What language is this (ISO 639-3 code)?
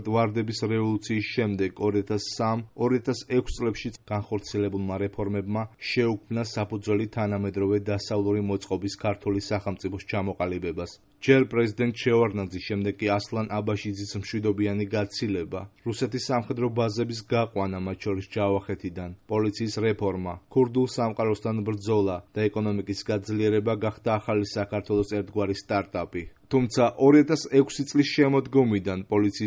kat